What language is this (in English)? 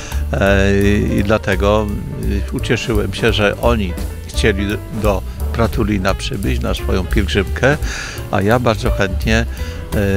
Polish